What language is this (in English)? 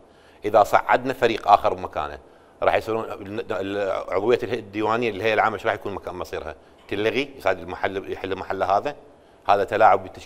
Mesopotamian Arabic